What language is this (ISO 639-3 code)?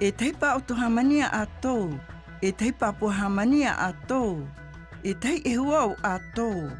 mqm